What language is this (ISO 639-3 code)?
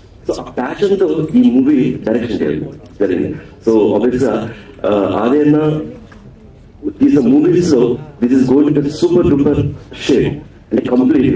tel